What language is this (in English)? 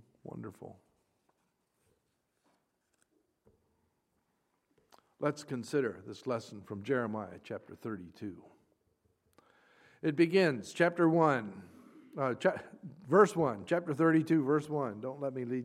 English